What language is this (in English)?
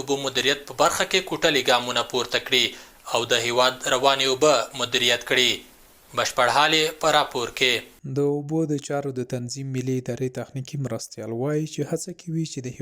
Pashto